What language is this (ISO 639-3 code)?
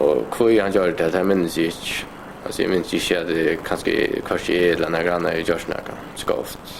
fao